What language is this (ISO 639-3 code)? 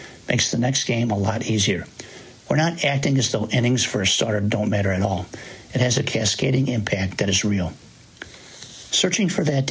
eng